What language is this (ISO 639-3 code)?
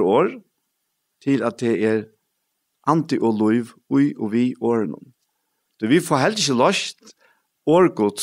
fao